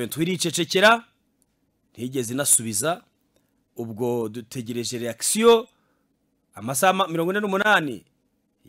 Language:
Kinyarwanda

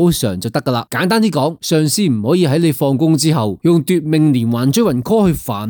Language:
Cantonese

